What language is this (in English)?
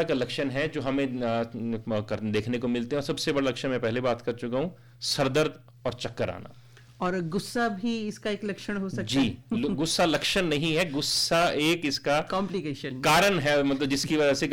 Hindi